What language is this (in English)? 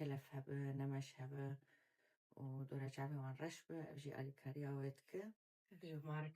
Kurdish